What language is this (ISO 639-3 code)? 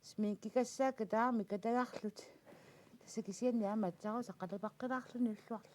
kal